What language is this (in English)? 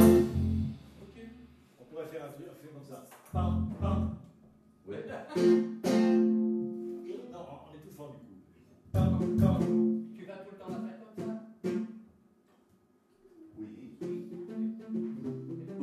French